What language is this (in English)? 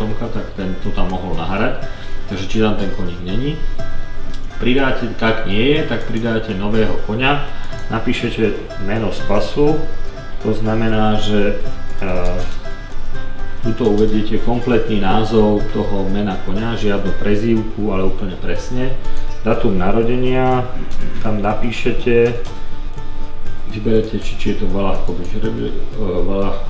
Slovak